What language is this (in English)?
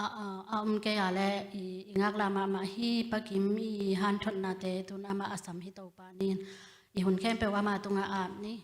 Tedim Chin